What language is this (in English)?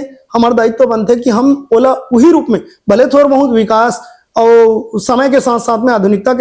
Chhattisgarhi